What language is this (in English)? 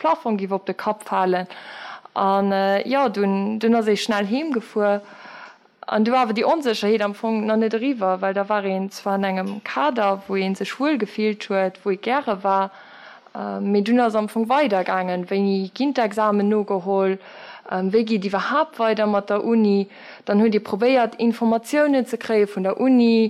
Luxembourgish